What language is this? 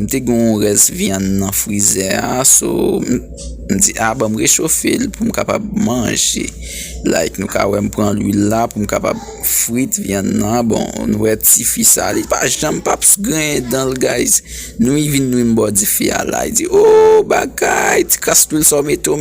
Haitian Creole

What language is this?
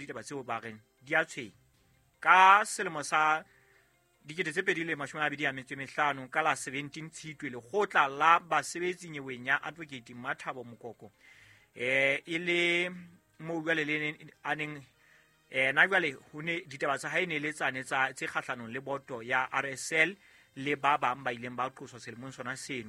Southern Sotho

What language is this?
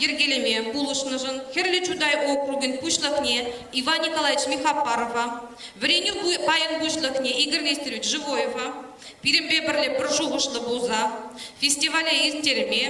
Chuvash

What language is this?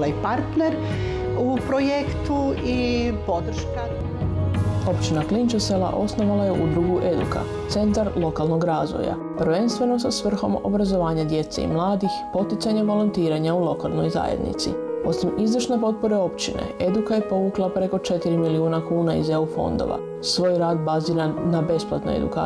Croatian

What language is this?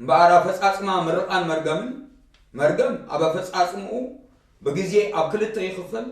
Tigrinya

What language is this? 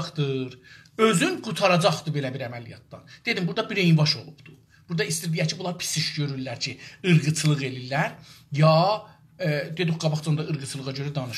South Azerbaijani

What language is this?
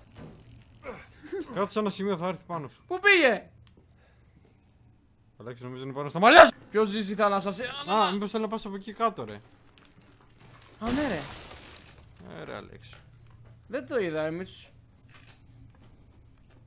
Greek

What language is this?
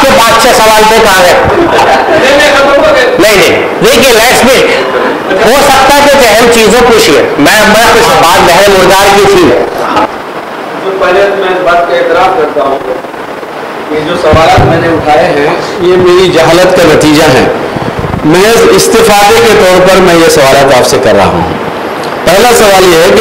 Urdu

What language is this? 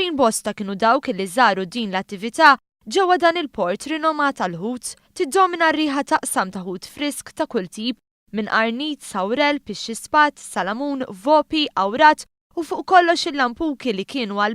Maltese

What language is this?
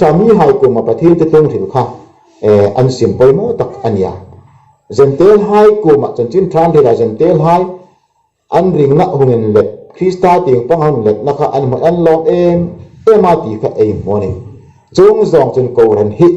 Hmar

